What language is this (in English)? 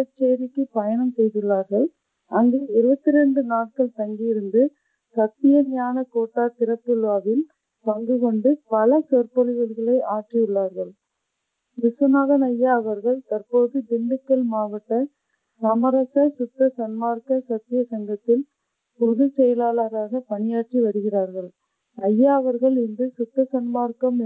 Tamil